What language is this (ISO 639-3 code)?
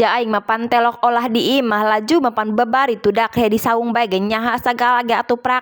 sun